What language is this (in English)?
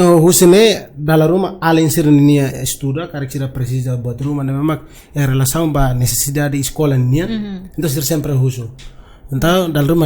Tetum